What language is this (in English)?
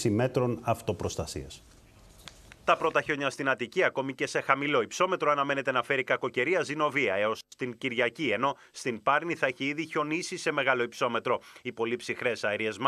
Greek